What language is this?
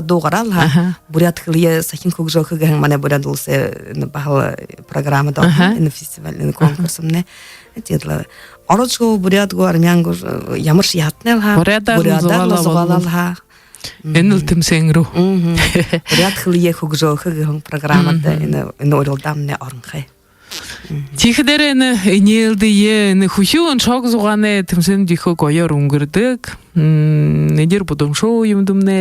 Buriat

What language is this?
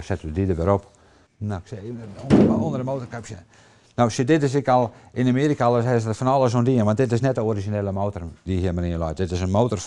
Western Frisian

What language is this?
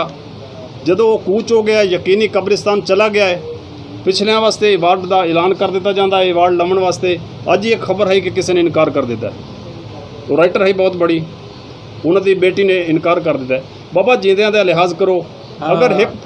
Saraiki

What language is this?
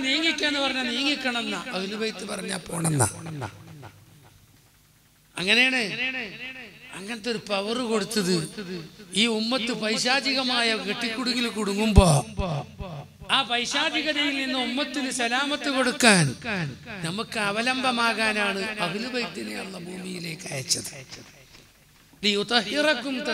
Malayalam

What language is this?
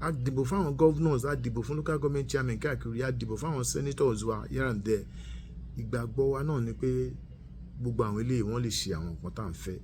Yoruba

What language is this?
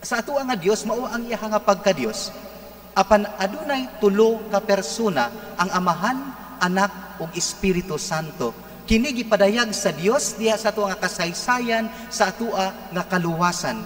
Cebuano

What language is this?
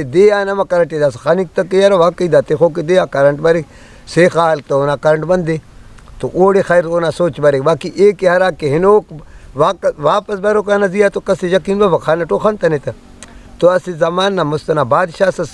Brahui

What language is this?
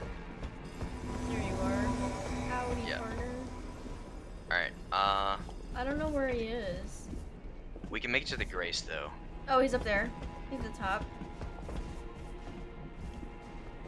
English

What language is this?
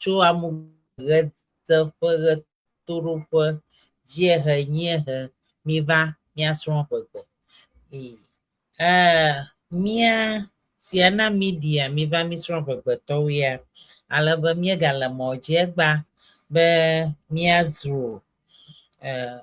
Ewe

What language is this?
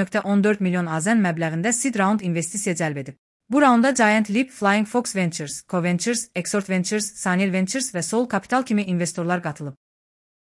Azerbaijani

